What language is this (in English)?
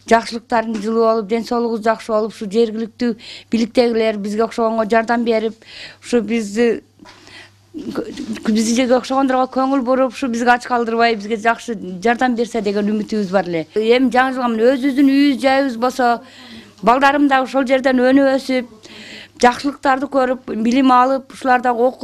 Kyrgyz